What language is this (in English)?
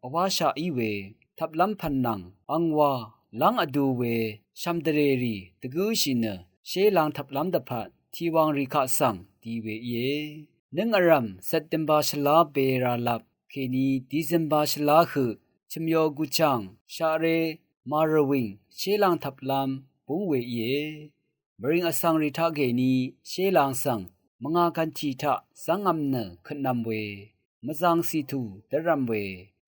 Rawang